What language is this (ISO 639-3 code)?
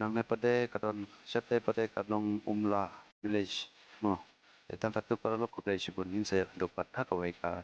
kha